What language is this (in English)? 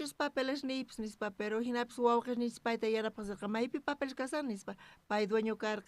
South Bolivian Quechua